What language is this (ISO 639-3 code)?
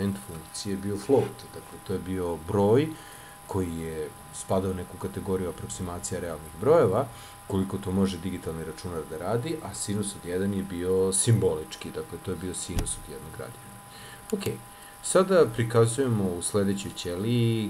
srp